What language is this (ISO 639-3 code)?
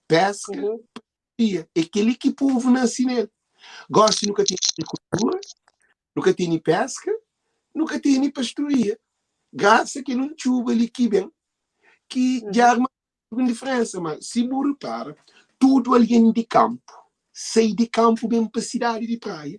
kea